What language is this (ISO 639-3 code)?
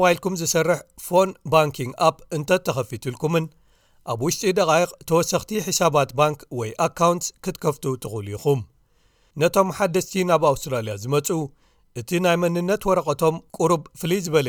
tir